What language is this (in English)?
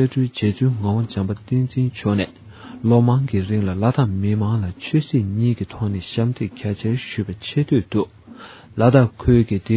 Tibetan